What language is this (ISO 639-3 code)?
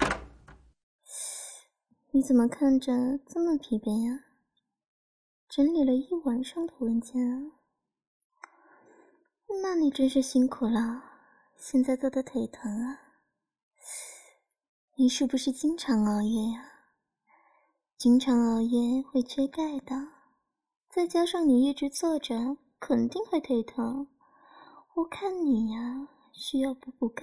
zho